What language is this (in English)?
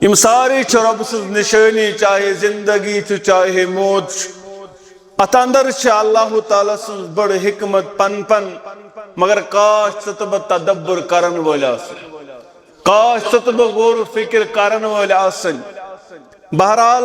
Kashmiri